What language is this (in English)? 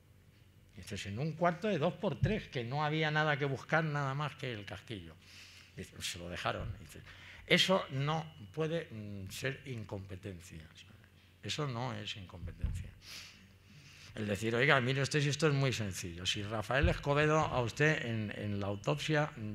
Spanish